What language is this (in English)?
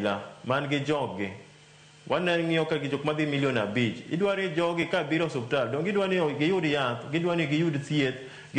Luo (Kenya and Tanzania)